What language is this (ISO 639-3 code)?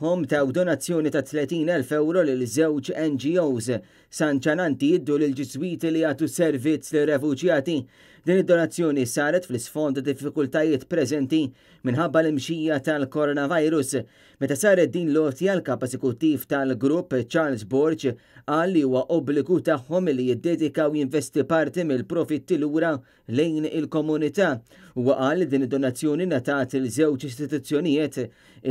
mlt